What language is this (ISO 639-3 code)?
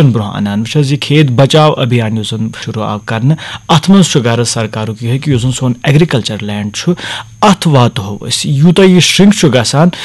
kas